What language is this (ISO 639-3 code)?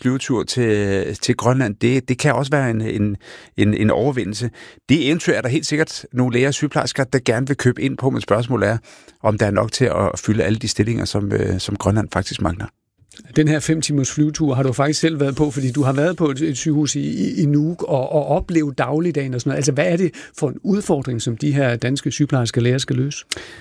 dan